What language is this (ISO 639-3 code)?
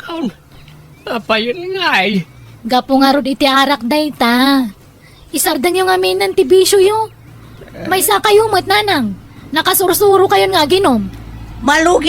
ilo